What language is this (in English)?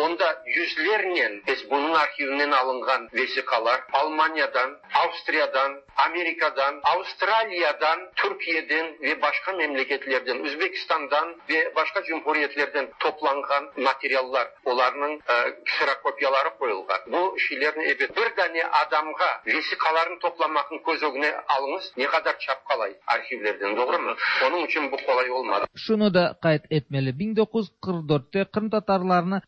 Tatar